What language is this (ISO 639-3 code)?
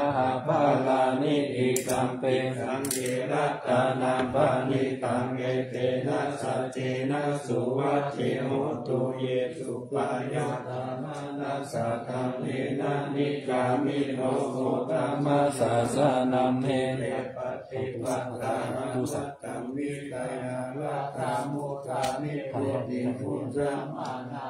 pli